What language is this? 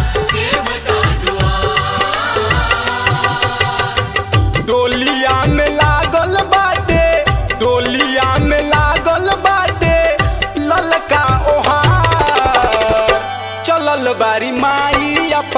Bhojpuri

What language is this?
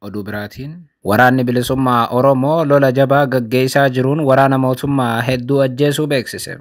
Oromo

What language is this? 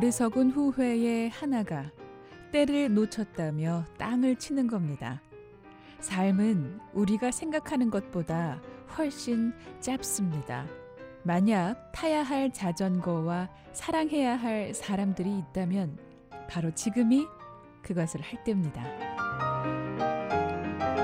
Korean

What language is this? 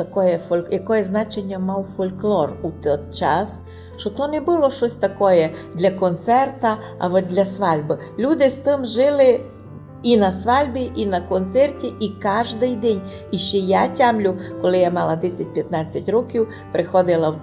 Rusyn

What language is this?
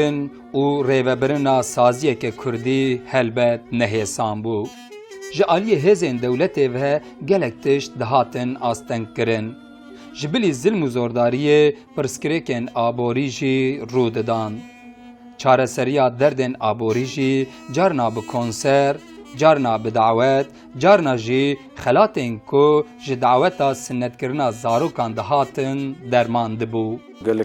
Kurdish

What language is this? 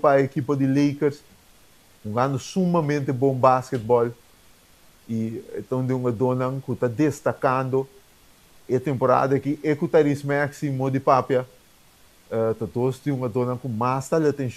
Papiamento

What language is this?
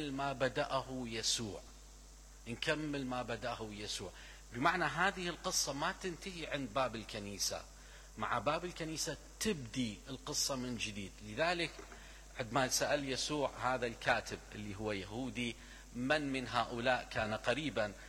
Mesopotamian Arabic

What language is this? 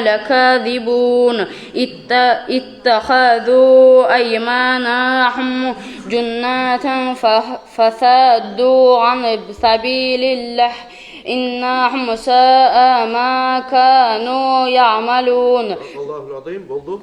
Kumyk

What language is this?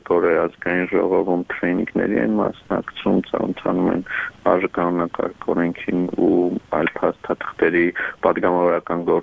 Armenian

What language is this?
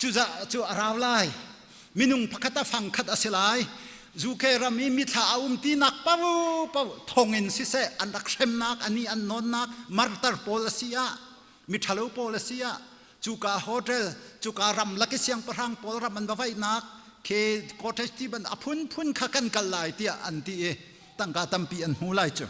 Hakha Chin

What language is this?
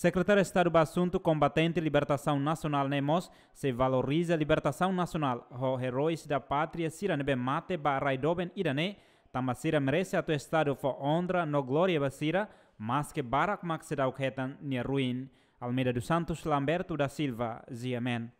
Tetum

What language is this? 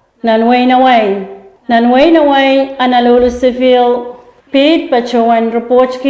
Pohnpeian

